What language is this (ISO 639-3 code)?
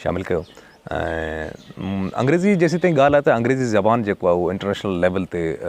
snd